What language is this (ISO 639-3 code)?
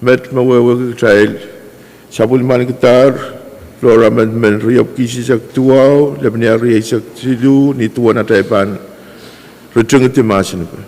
pon